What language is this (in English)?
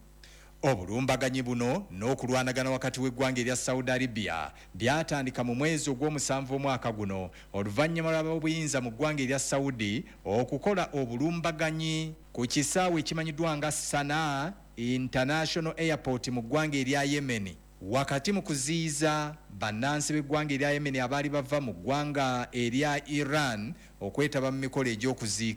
Ganda